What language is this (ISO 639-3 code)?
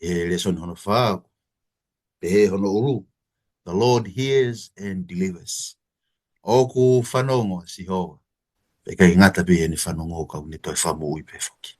ton